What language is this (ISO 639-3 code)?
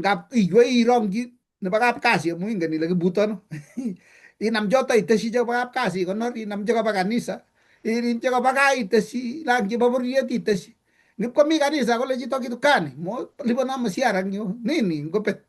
kln